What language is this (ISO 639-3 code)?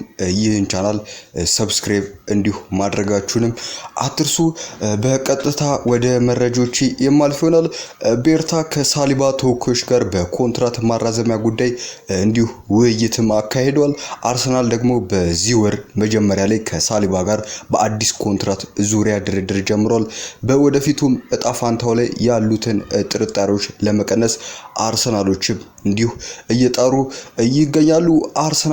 amh